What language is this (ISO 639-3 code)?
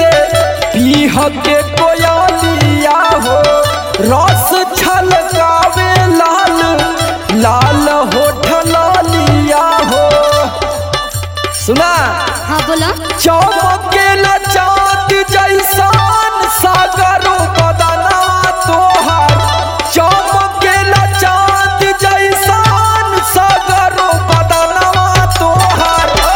bho